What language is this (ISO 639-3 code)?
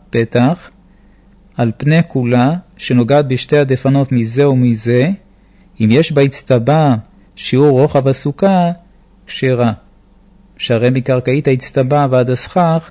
heb